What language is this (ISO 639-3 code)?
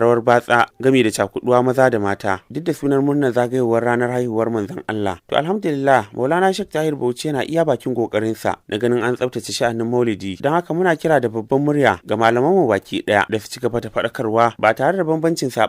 hau